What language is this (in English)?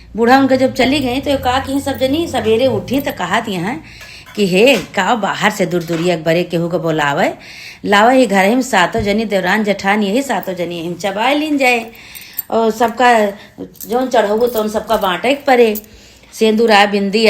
Awadhi